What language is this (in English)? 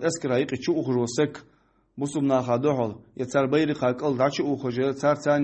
Ingush